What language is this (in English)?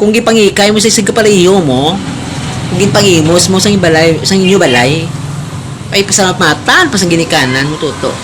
Hiligaynon